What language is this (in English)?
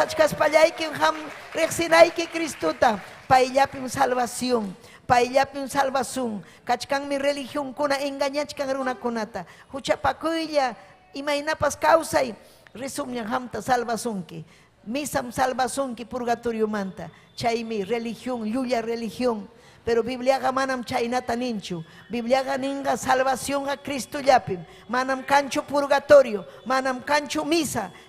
Ayacucho Quechua